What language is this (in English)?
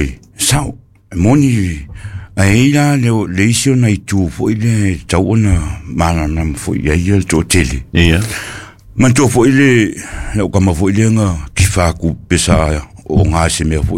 Samoan